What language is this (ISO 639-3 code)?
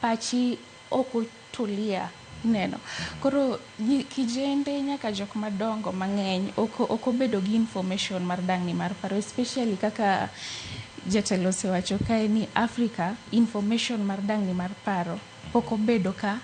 luo